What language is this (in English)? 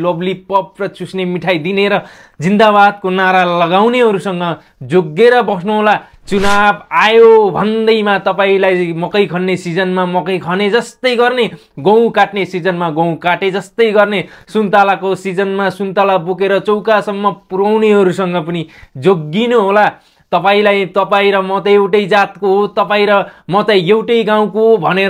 Nepali